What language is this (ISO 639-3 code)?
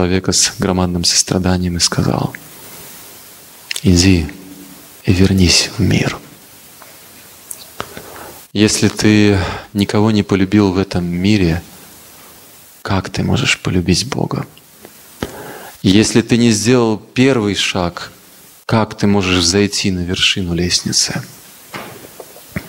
rus